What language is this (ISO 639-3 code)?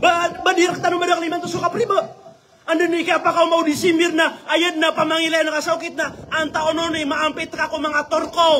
mrw